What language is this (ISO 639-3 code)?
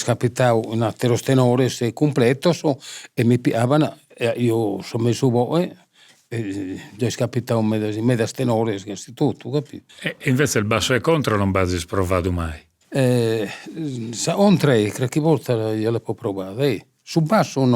srd